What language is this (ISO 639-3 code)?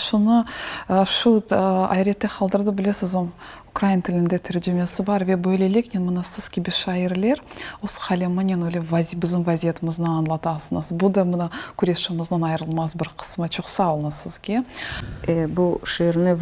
crh